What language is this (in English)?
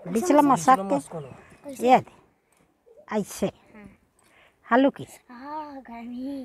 Chhattisgarhi